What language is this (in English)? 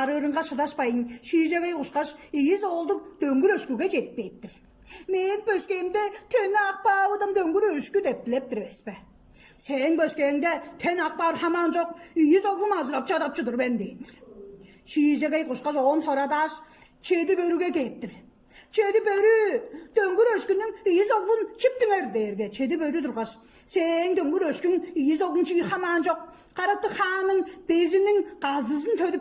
Tuvinian